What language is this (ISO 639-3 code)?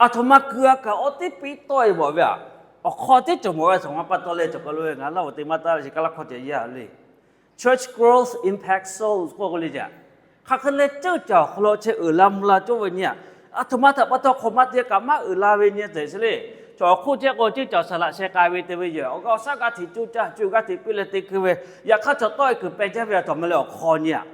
lhu